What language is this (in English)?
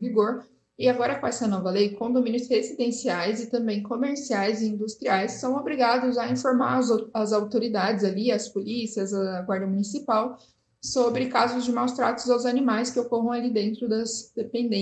Portuguese